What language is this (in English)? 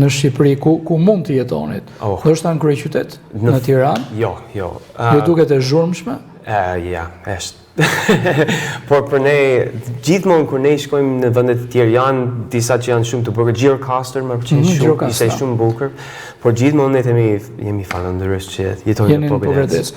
Albanian